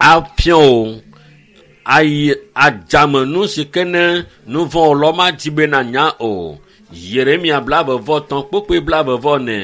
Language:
Ewe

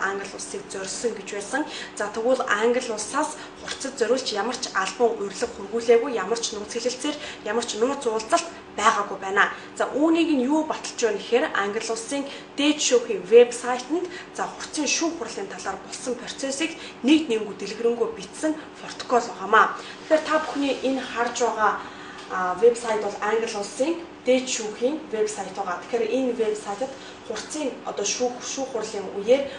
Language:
Mongolian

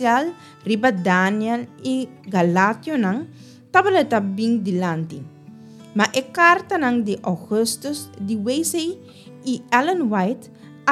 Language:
Papiamento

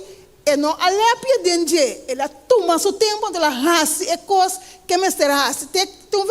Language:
Papiamento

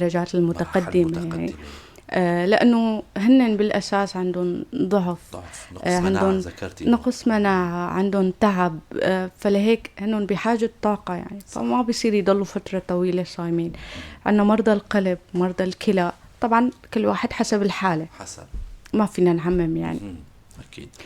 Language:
North Levantine Arabic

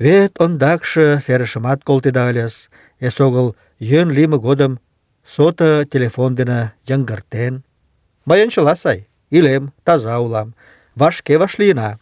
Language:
Mari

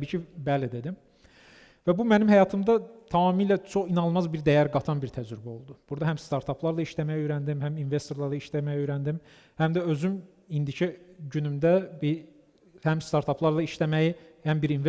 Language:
Azerbaijani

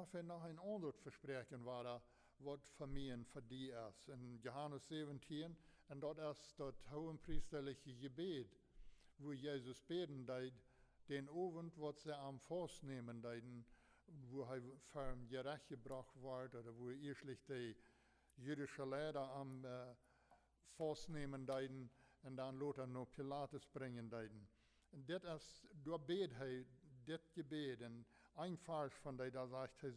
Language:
Plautdietsch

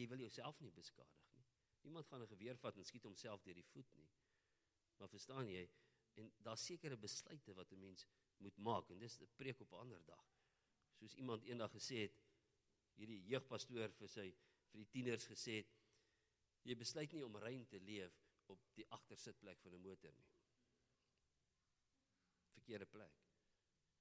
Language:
Afrikaans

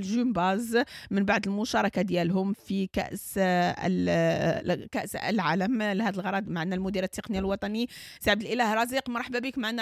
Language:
Moroccan Arabic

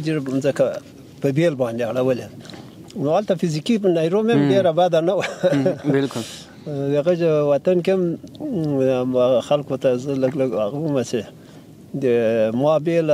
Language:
Pashto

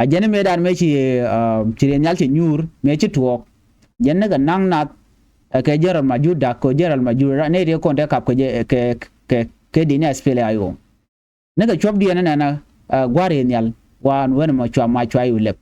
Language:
Nuer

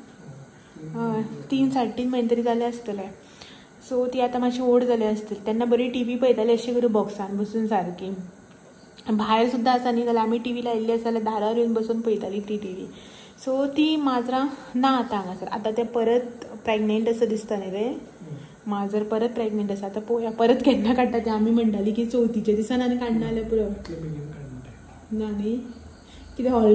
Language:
Konkani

